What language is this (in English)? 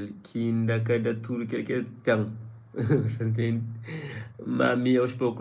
Kabuverdianu